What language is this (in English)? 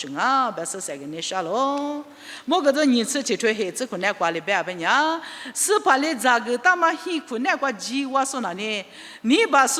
Lisu